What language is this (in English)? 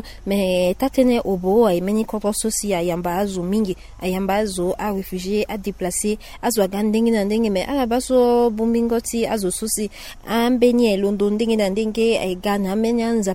Sango